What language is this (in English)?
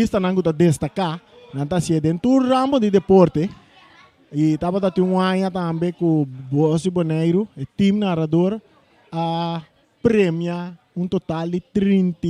Papiamento